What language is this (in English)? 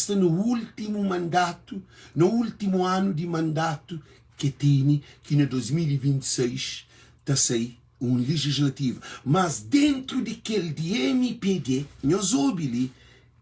Kabuverdianu